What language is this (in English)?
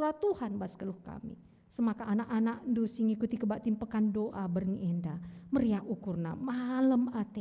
Batak Karo